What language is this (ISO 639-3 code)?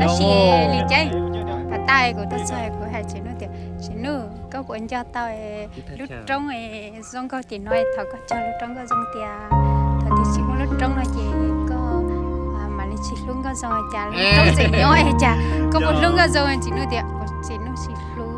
hmn